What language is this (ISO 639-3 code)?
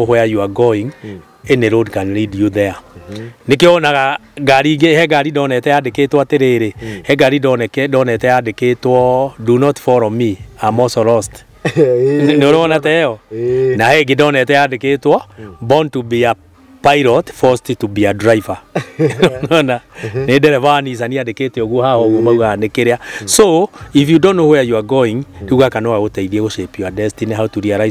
kik